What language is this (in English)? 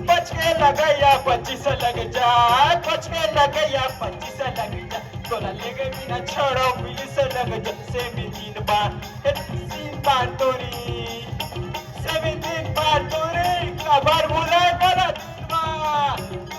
Chhattisgarhi